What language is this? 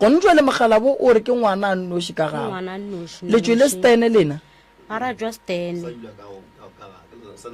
Northern Sotho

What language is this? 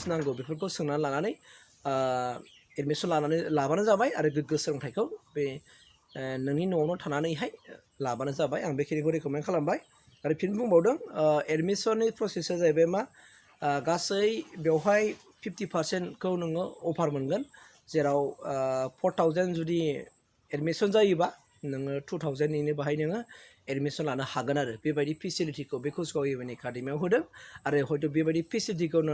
Bodo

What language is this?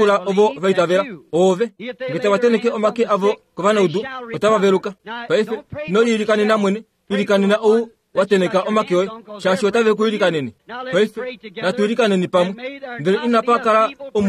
Kuanyama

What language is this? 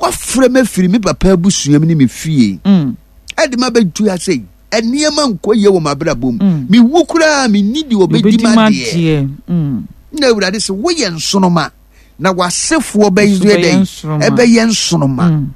Akan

